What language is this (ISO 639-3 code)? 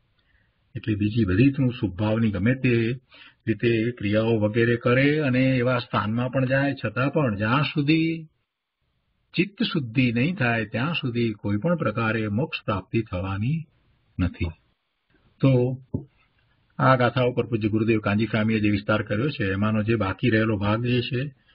guj